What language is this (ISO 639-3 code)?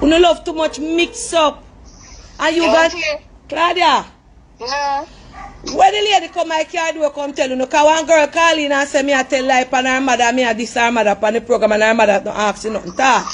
jam